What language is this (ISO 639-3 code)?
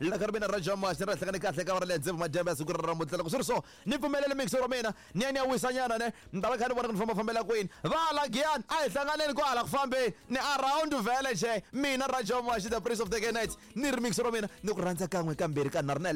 tso